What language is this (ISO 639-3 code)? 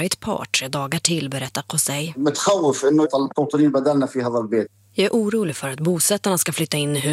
swe